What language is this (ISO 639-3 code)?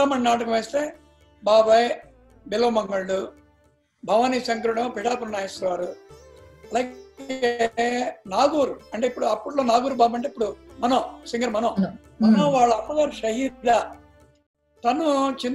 tel